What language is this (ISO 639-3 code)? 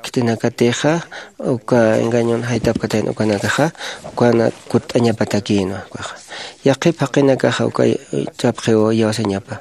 aym